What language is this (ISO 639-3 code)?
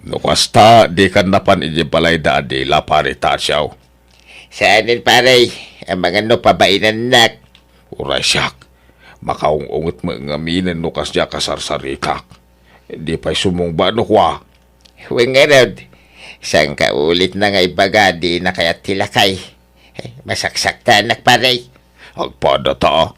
ilo